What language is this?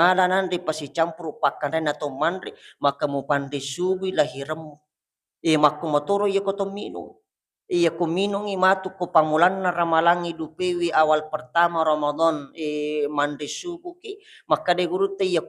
Buginese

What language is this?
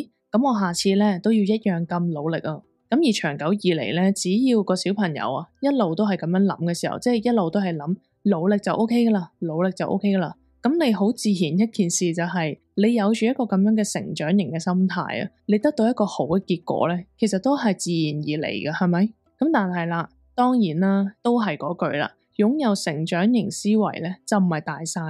Cantonese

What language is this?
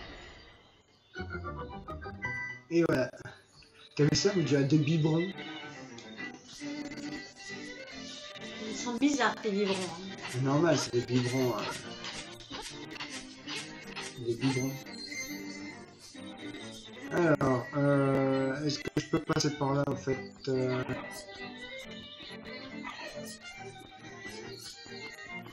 French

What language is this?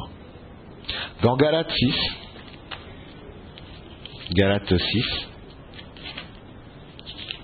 French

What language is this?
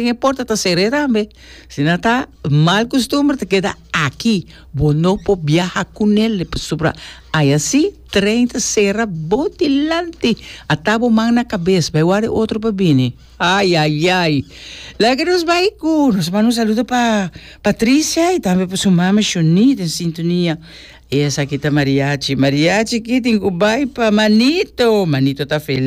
Papiamento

